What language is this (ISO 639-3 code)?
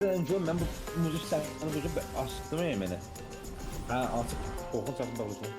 azb